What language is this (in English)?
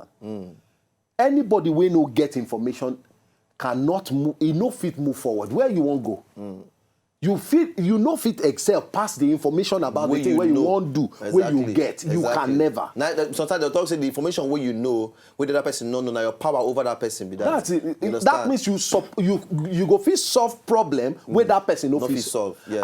Nigerian Pidgin